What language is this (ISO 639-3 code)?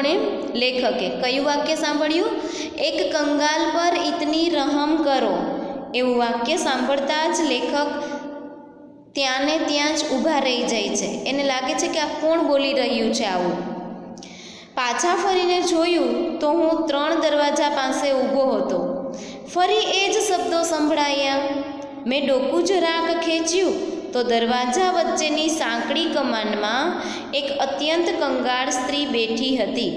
guj